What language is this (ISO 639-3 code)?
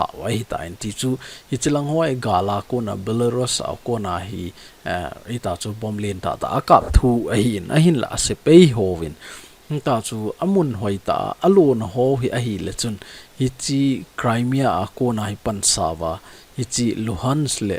tcz